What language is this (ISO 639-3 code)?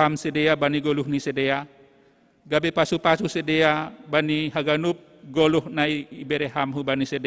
bts